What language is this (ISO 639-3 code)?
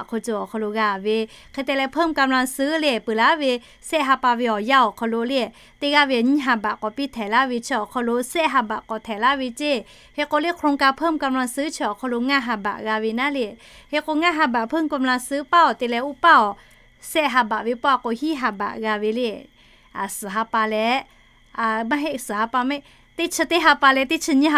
lhu